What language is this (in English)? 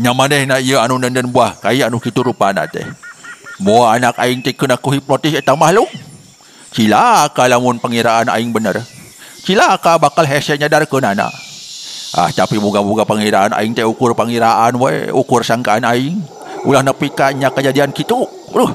Sundanese